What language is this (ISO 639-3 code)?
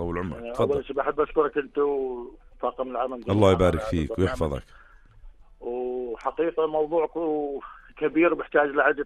apc